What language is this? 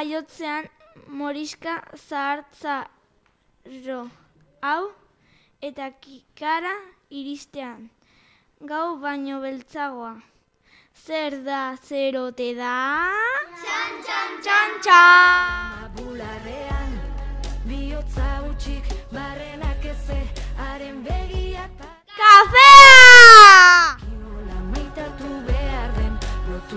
Basque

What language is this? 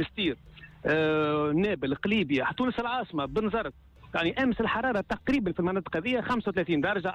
Tunisian Arabic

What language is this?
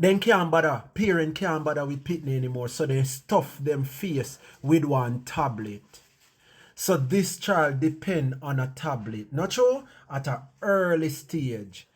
Jamaican Creole English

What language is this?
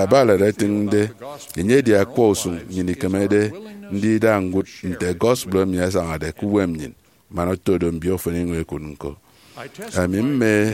Efik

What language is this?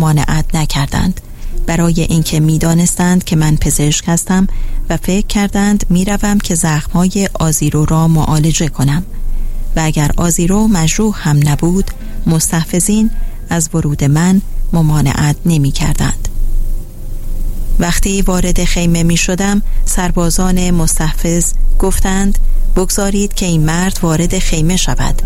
Persian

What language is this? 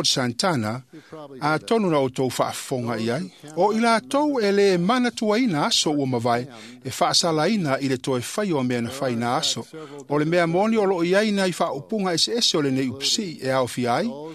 Samoan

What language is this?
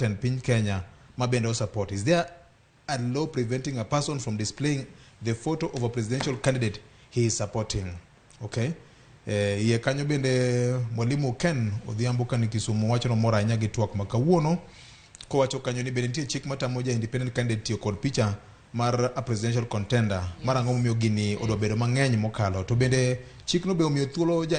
Luo (Kenya and Tanzania)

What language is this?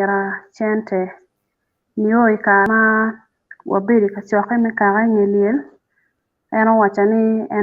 Acoli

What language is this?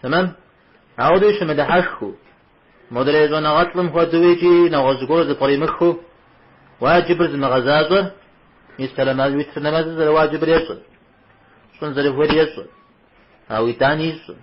Kabardian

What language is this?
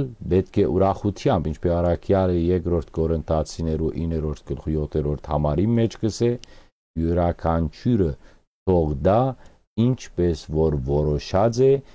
Western Armenian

